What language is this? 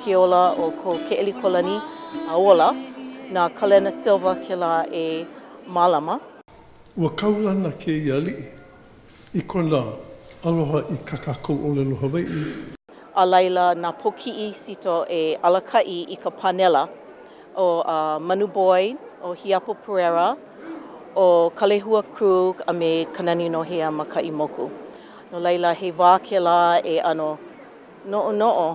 Hawaiian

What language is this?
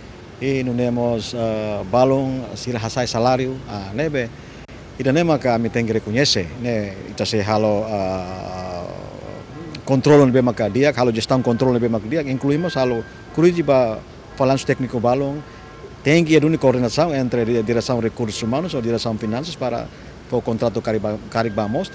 Tetum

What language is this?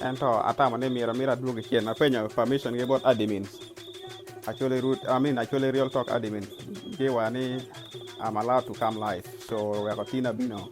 Acoli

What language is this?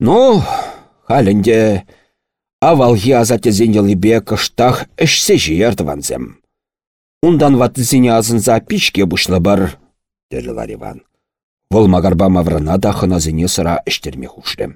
Chuvash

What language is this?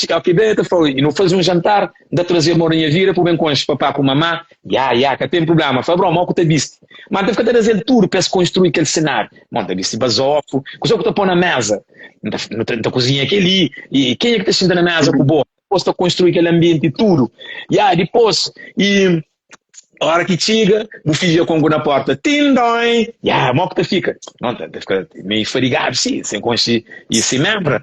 Kabuverdianu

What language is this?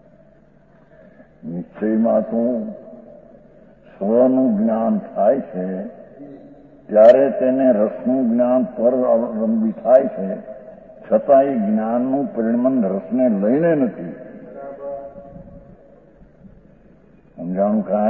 Gujarati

